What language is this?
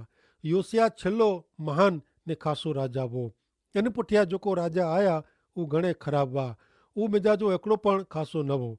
Kachhi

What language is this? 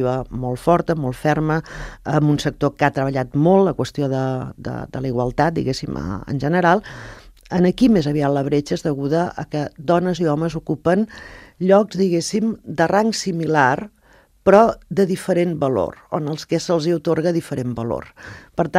Catalan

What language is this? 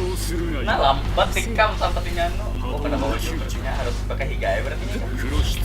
Banjar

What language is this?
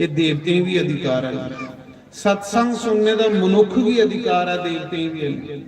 Dogri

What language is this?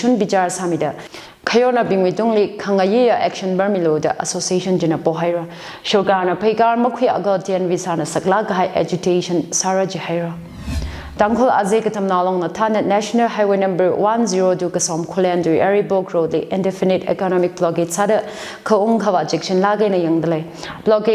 Tangkhul Naga (India)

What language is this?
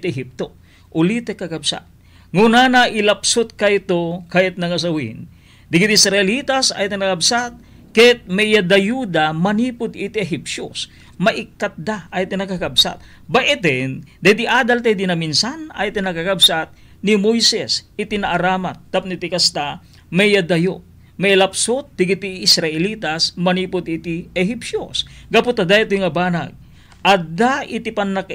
Iloko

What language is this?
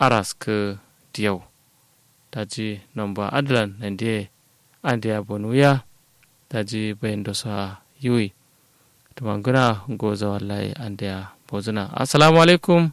Kanuri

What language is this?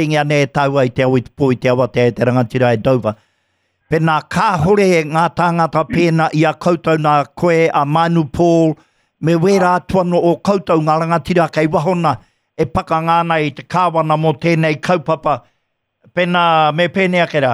Māori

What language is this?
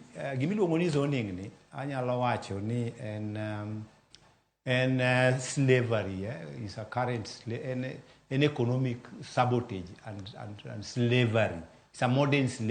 Luo (Kenya and Tanzania)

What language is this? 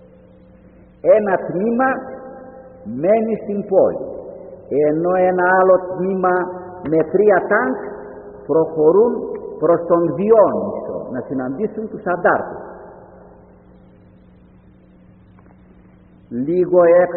Greek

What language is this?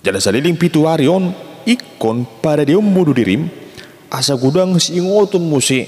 Batak Toba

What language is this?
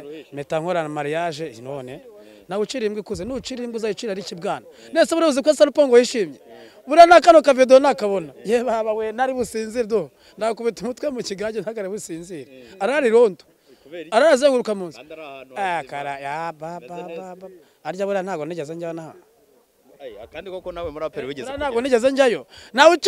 Kinyarwanda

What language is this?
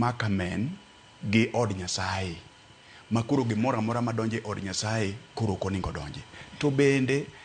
Luo (Kenya and Tanzania)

